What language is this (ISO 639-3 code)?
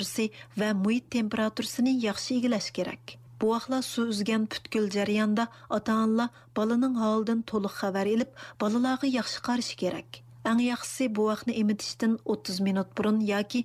uig